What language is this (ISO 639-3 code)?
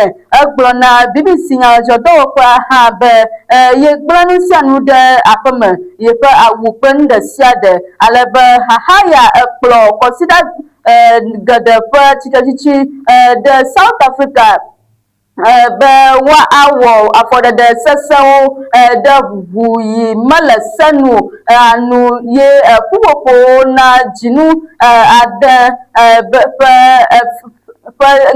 ewe